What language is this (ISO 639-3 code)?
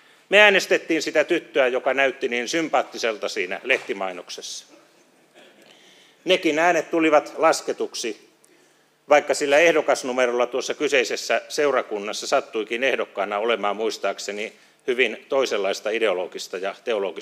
fin